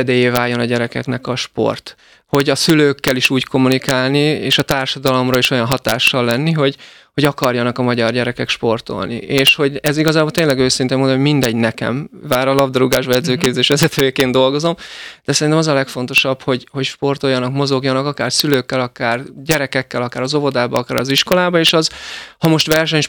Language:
Hungarian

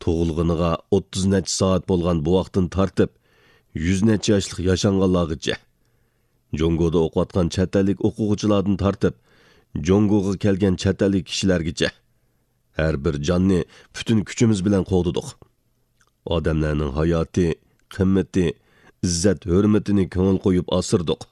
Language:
Uyghur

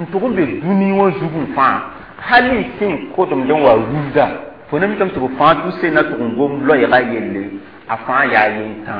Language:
Mossi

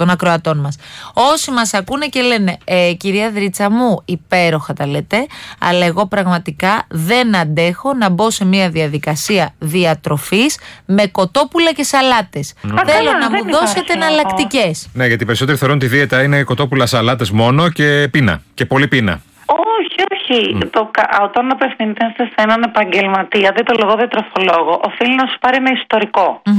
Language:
Greek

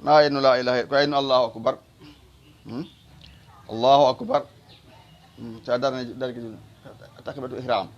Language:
Fula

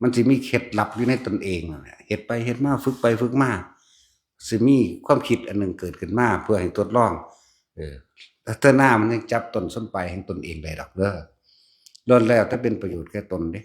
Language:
Northeastern Thai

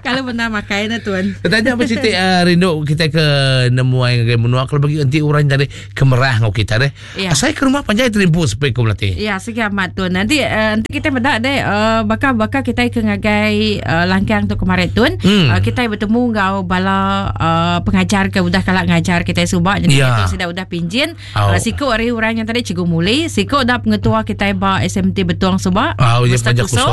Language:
Iban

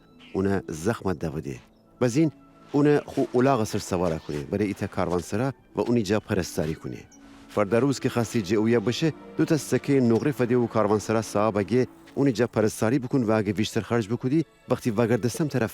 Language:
Gilaki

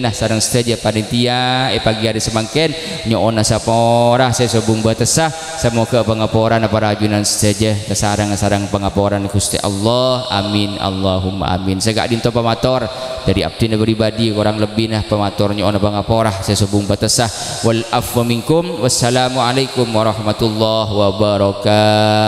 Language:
Madurese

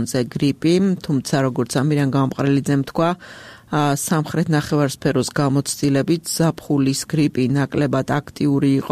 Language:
Georgian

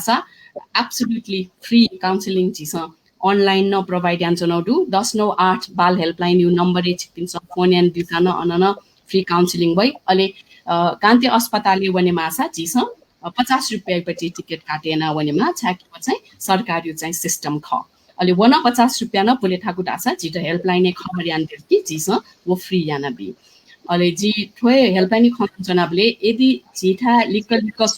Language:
Newari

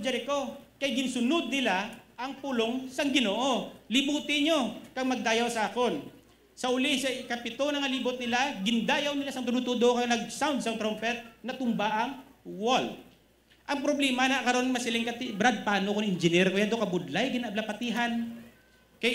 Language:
Hiligaynon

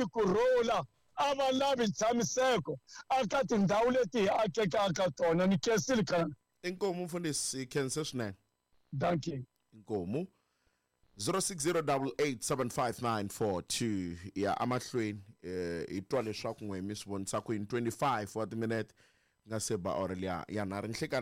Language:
Tsonga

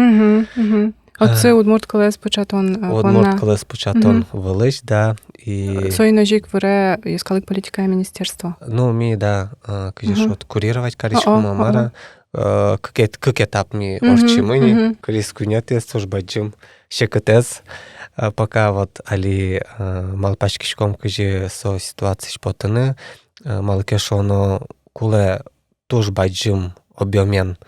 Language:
Udmurt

